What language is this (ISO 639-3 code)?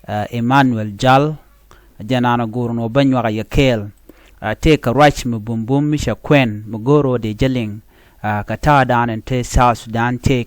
nus